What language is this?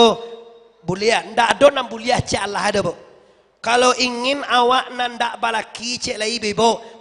Minangkabau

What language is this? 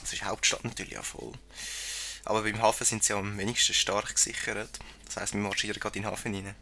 Swiss German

